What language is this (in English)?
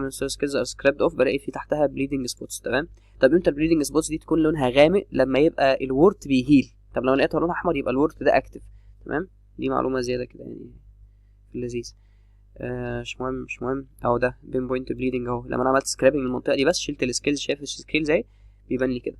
Egyptian Arabic